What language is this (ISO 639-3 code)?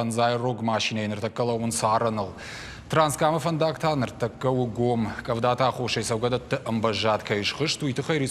oss